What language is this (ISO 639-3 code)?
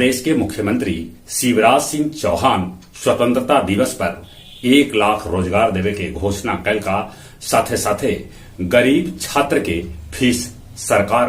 mag